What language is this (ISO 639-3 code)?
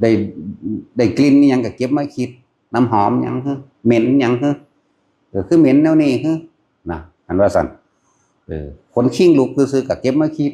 tts